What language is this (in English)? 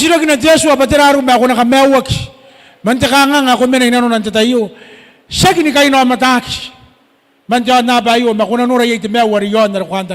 Gilbertese